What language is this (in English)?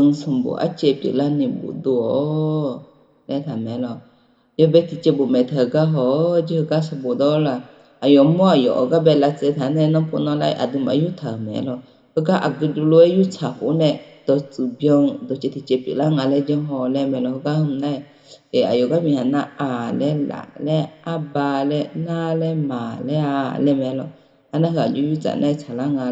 Akha